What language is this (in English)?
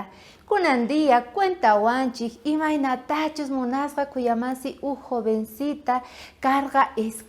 South Bolivian Quechua